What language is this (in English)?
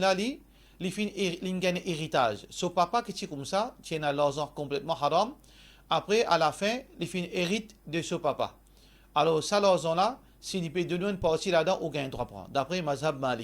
Morisyen